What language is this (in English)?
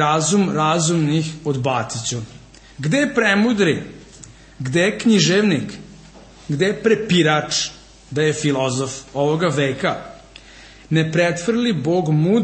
Serbian